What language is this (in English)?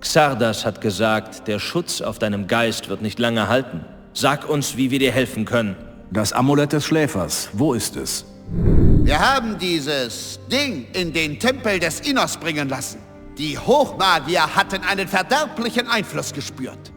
Bavarian